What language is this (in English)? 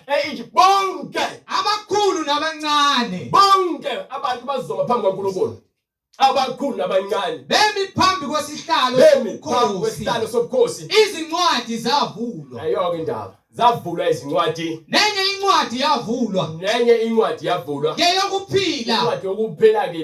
Zulu